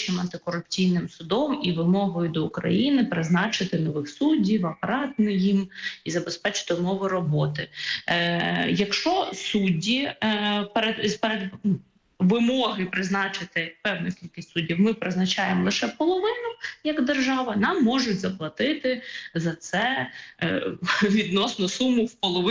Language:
Ukrainian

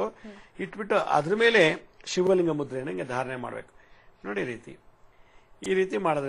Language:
Kannada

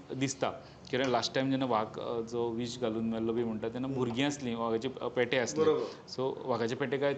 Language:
Konkani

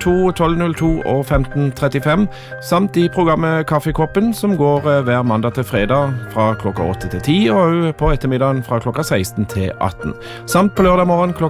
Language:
Norwegian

